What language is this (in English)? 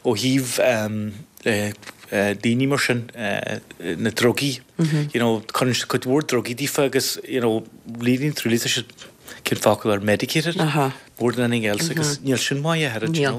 Irish